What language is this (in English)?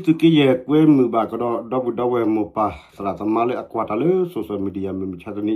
S'gaw Karen